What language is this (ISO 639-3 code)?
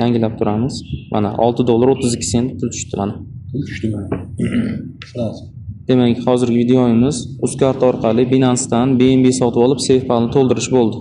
uzb